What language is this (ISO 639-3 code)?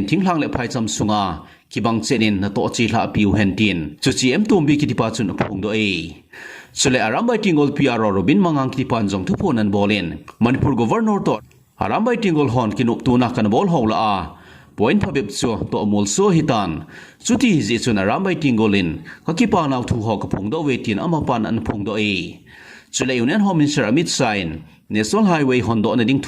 tcz